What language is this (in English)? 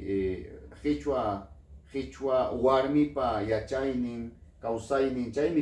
Ayacucho Quechua